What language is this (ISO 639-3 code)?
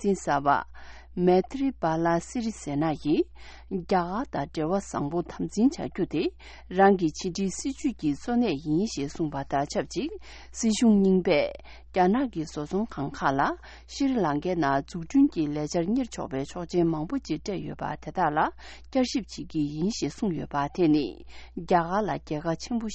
bod